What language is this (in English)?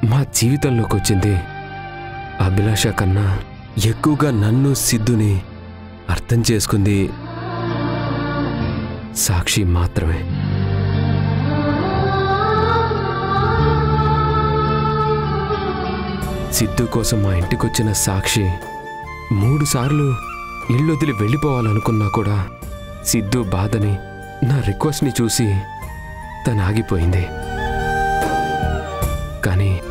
Telugu